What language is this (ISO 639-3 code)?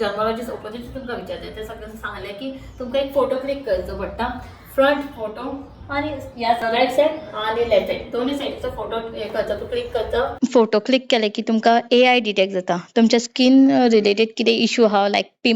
kok